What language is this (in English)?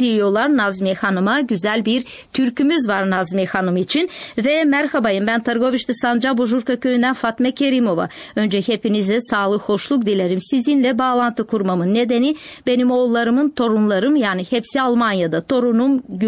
Turkish